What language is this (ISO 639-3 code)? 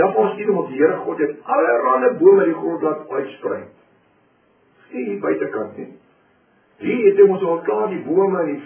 afr